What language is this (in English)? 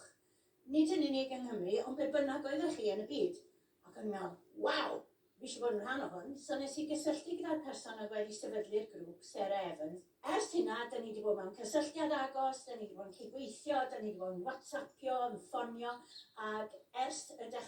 Welsh